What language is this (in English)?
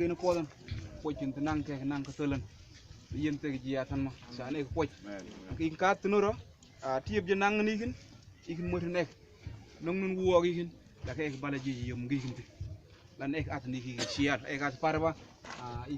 Mabaan